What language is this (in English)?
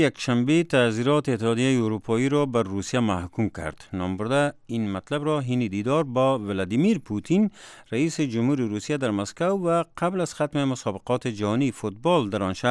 Persian